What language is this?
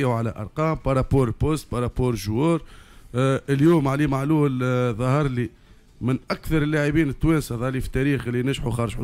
Tunisian Arabic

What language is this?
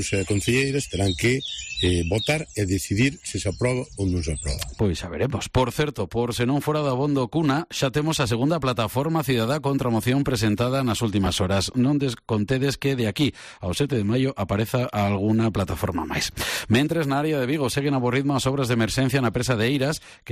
Galician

